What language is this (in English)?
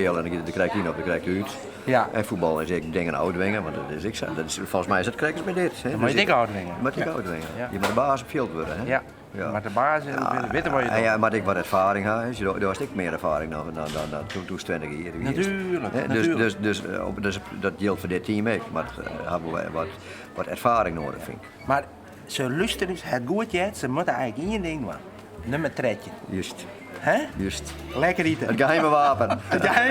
Western Frisian